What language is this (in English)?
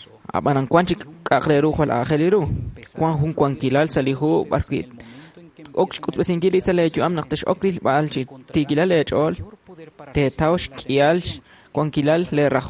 Kekchí